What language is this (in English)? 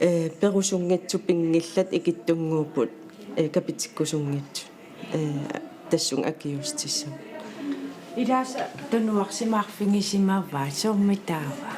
Kalaallisut